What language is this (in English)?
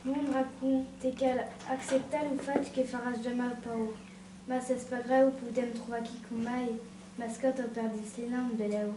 Occitan